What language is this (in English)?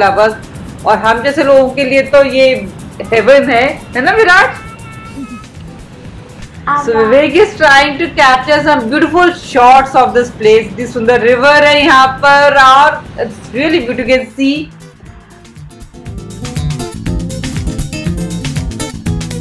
Hindi